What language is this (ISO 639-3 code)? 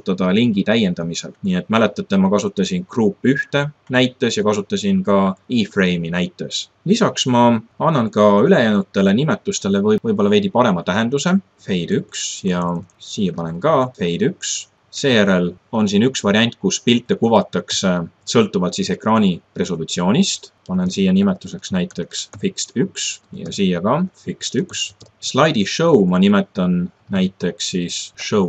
est